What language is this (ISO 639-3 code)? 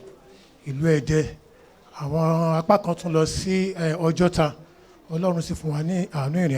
yor